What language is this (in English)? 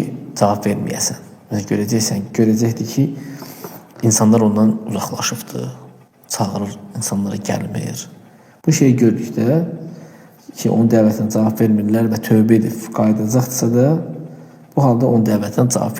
Azerbaijani